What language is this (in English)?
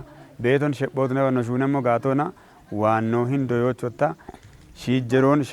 Kafa